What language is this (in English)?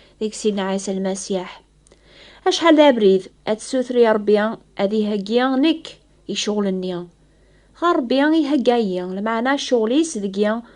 Kabyle